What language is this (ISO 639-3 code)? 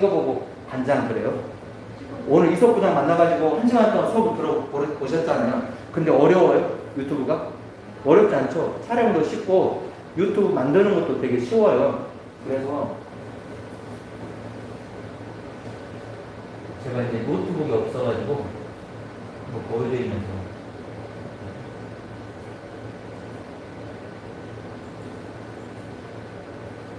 kor